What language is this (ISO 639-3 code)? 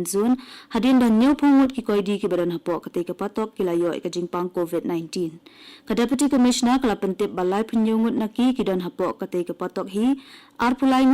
kha